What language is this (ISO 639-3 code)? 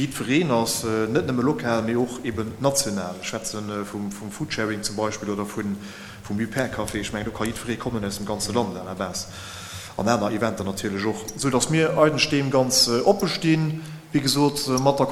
ltz